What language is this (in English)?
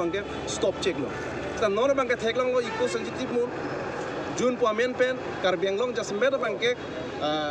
Karbi